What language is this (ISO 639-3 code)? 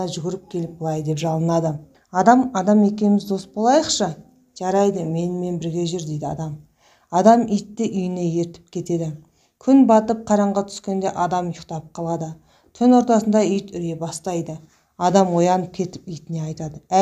kaz